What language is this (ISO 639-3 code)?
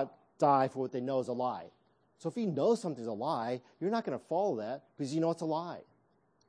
eng